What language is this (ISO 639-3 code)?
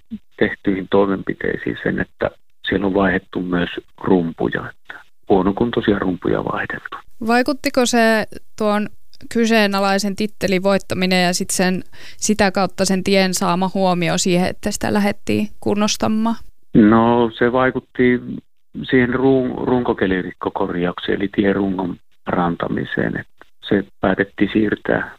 fin